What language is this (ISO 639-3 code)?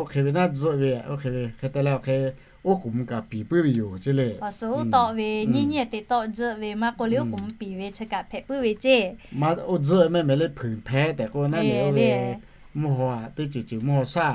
lhu